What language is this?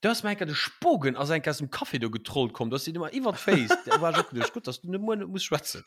Luxembourgish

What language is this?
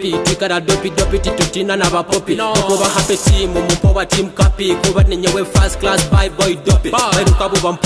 Nyoro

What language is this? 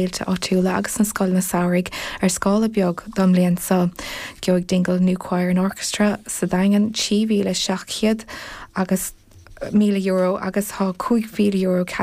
Irish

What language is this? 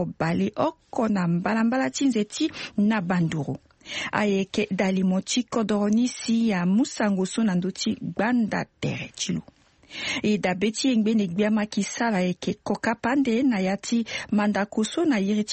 Sango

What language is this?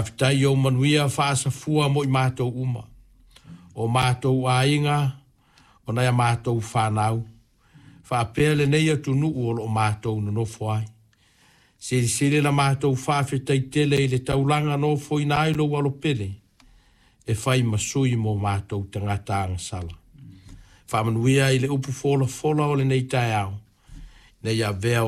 Samoan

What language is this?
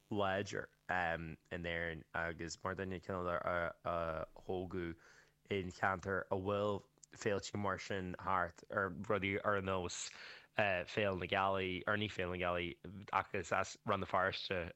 Irish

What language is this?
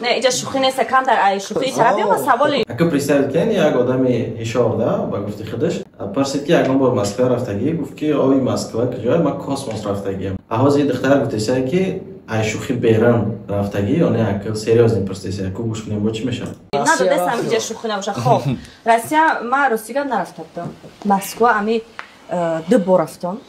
Tajik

